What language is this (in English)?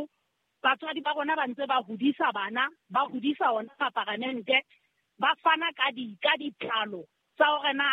Southern Sotho